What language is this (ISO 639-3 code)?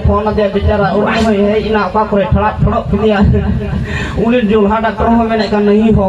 sat